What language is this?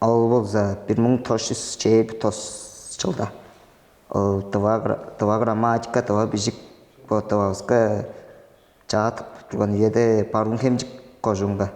Tuvinian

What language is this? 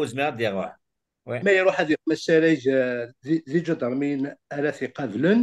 Kabyle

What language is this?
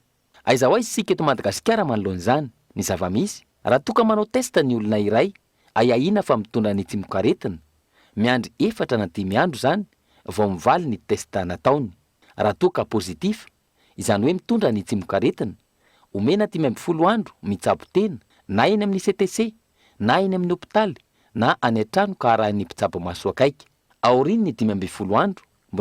Malagasy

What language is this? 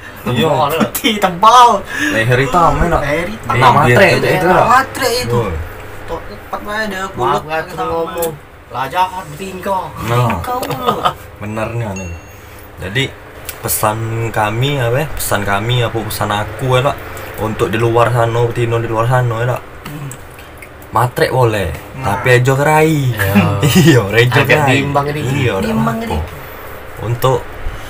Musi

